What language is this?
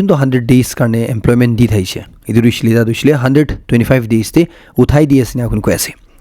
Naga Pidgin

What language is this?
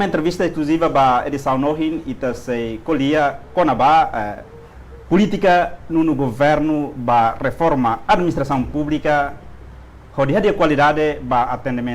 Tetum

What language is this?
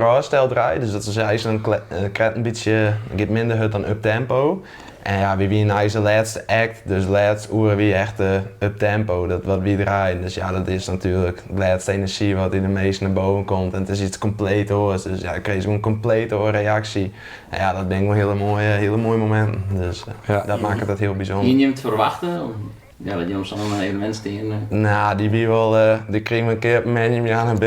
Western Frisian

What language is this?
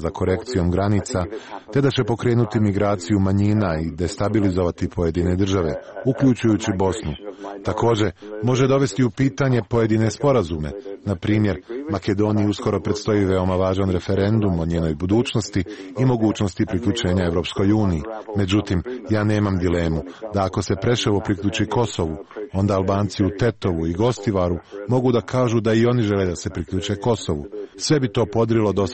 Serbian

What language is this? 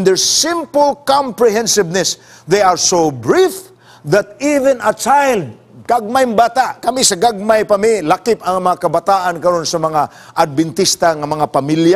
Cebuano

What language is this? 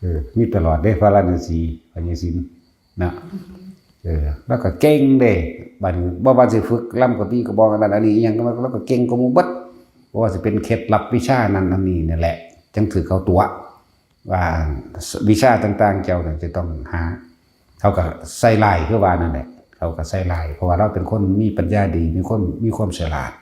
Northeastern Thai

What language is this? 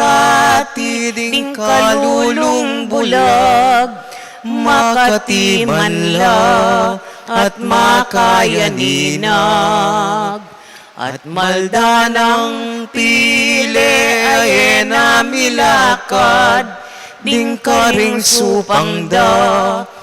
Pampanga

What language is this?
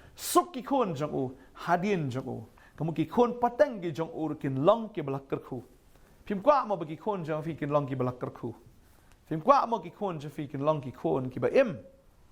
Khasi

